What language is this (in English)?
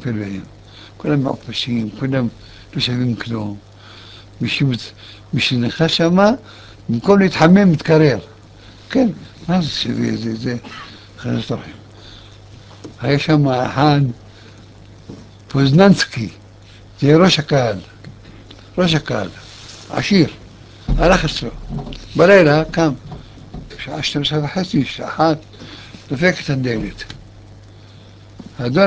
Hebrew